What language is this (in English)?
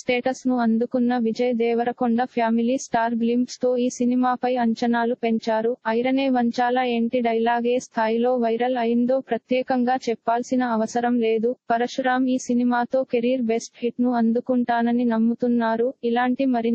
Telugu